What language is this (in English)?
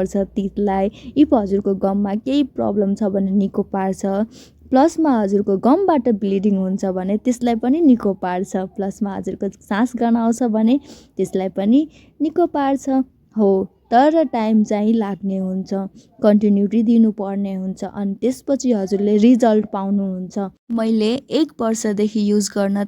Nepali